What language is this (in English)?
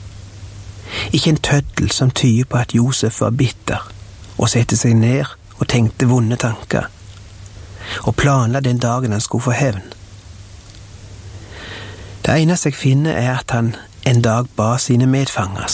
Norwegian